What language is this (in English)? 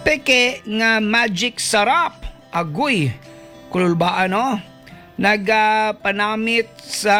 Hiligaynon